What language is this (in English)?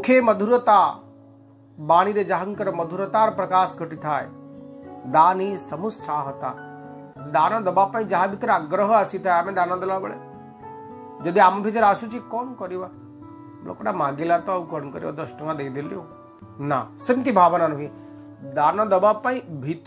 Odia